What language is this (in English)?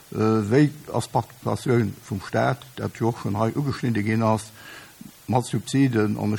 Luxembourgish